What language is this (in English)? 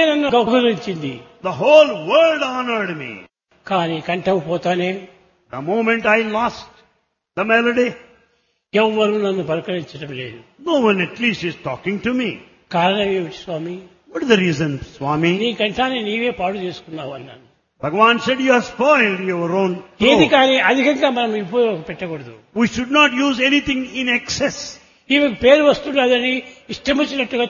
Telugu